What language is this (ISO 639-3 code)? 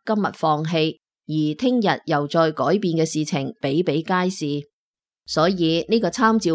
yue